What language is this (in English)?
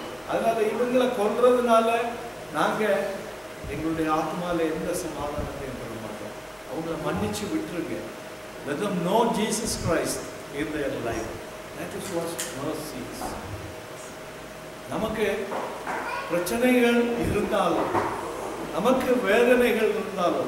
Tamil